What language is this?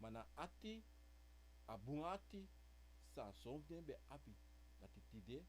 Sranan Tongo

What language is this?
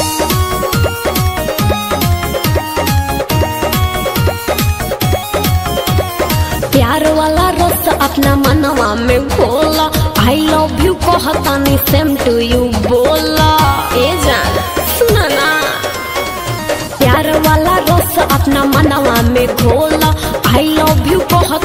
Bhojpuri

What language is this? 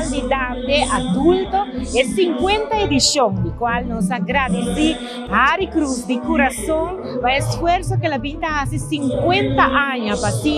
Papiamento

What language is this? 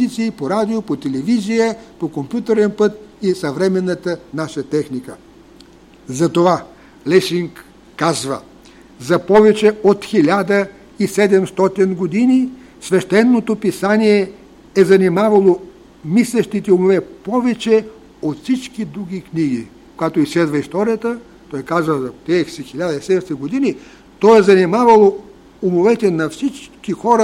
Bulgarian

